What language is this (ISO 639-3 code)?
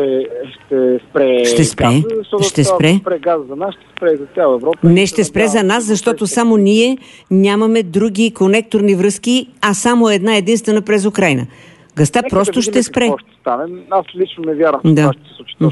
bul